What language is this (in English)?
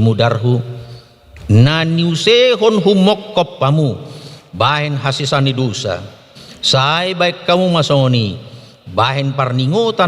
Batak Toba